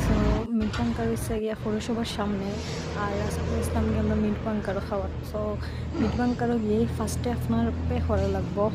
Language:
Sylheti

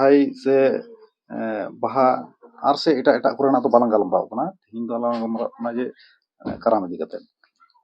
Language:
Santali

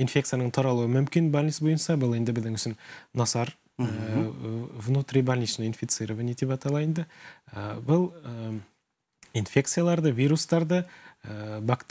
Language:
Bashkir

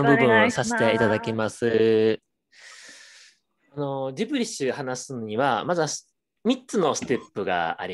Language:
Japanese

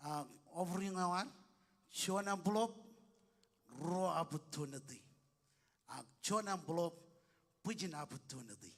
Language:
Marshallese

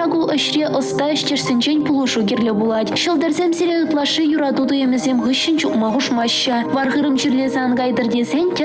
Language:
Chuvash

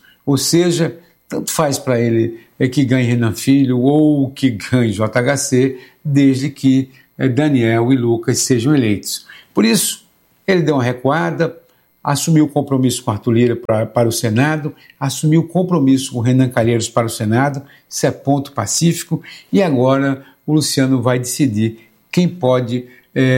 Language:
Portuguese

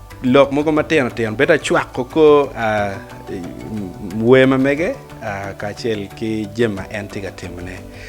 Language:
Acoli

